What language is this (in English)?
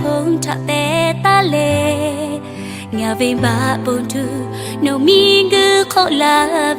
Lahu